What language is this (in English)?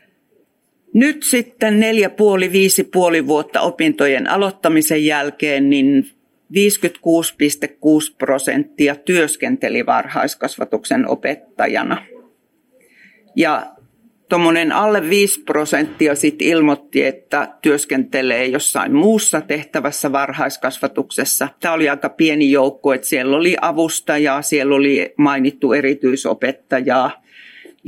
Finnish